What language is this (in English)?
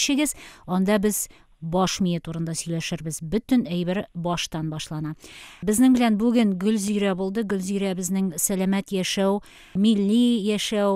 Tatar